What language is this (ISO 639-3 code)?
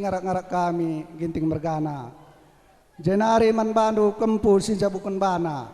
btx